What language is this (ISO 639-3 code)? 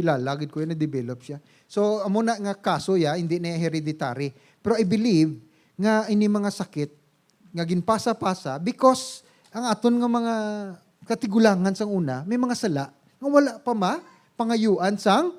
hil